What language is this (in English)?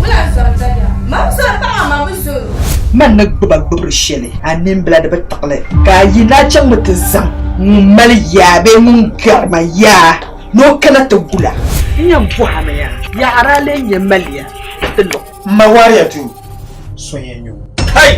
Dagbani